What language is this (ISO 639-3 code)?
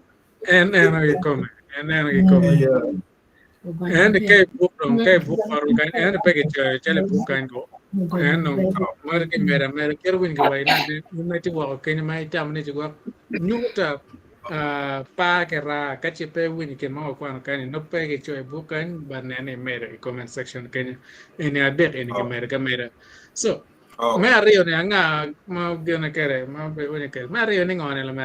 ach